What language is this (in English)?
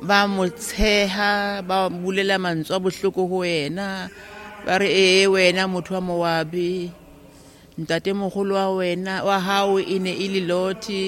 Tswana